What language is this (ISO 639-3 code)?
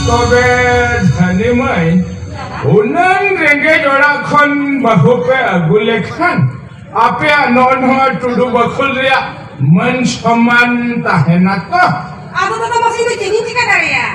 sat